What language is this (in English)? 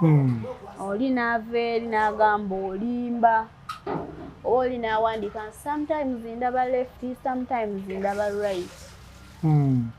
Ganda